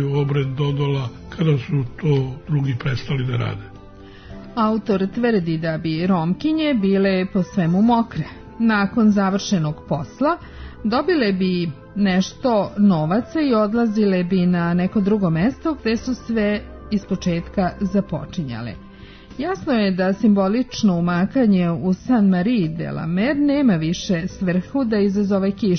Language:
Serbian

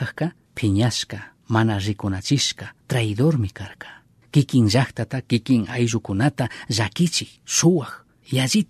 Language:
Chimborazo Highland Quichua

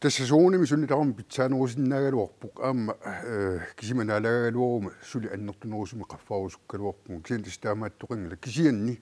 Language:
Kalaallisut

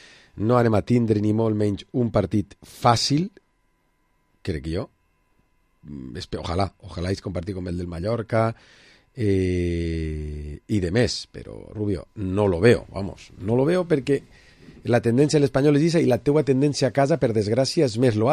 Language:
Catalan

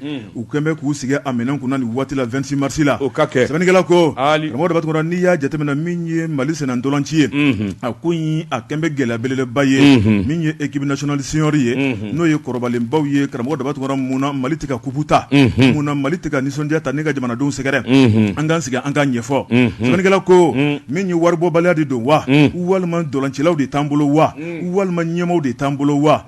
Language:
Bambara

